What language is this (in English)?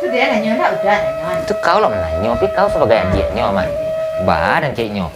Minangkabau